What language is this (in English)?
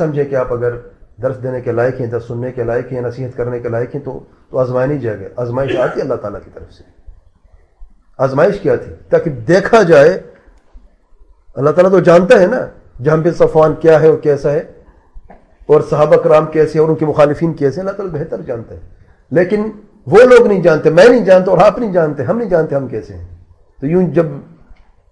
Urdu